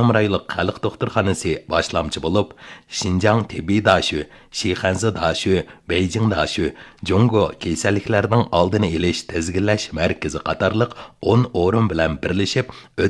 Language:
Uyghur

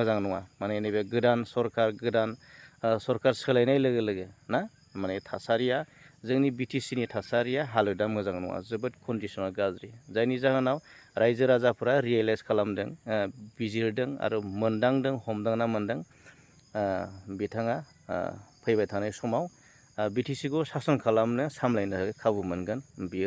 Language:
Bodo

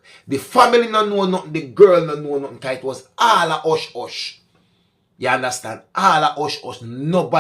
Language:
Jamaican Creole English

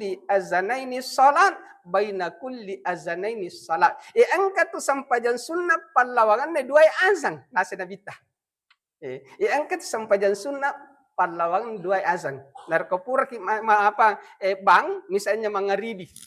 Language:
Buginese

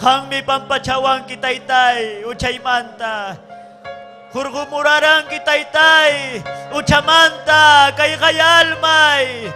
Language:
Ayacucho Quechua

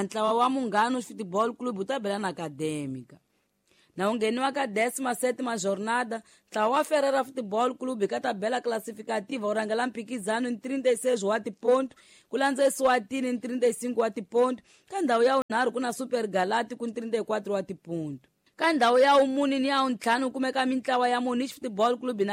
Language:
Tsonga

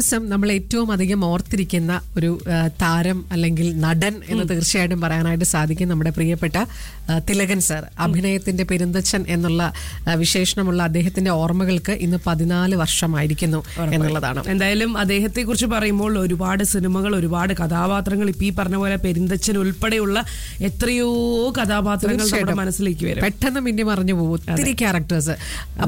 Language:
Malayalam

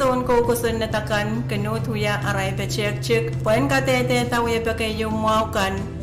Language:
Pohnpeian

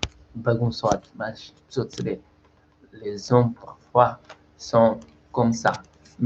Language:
Kabuverdianu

